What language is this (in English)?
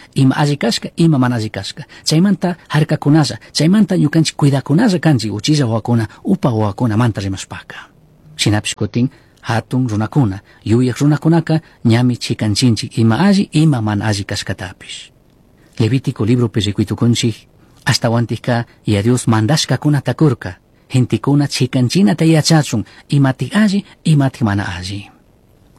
Chimborazo Highland Quichua